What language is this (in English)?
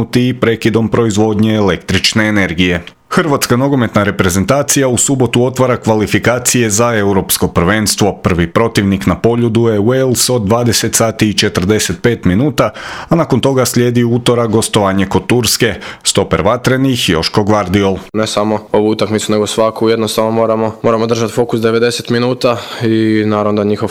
Croatian